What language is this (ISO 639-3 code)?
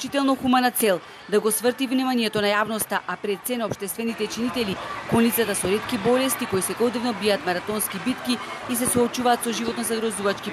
mkd